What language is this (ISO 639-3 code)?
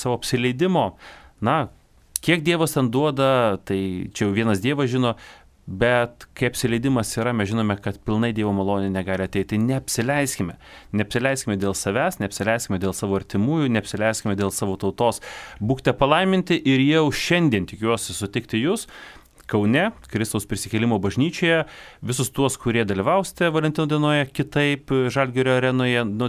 lit